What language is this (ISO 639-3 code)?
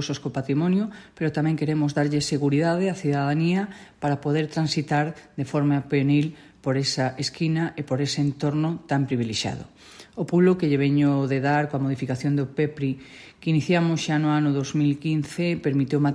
glg